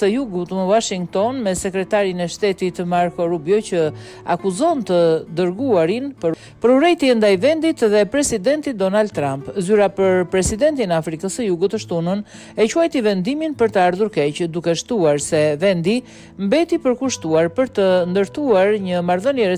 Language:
Albanian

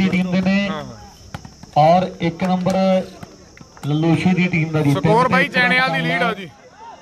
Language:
Punjabi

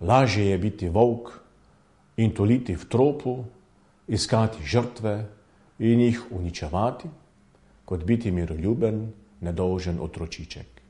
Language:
Slovenian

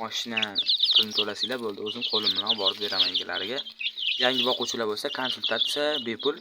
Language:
Uzbek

